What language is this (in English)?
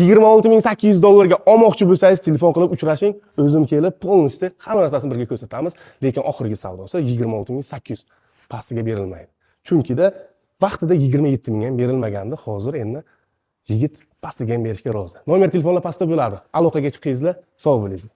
Uzbek